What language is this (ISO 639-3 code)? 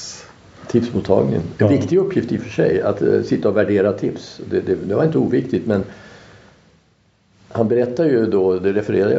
swe